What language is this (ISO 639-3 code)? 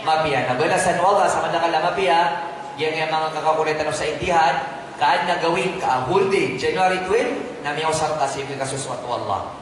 mrw